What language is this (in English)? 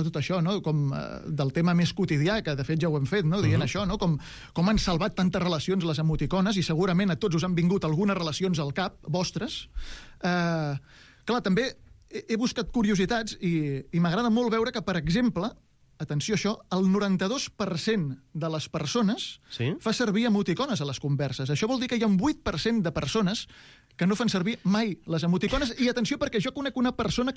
Catalan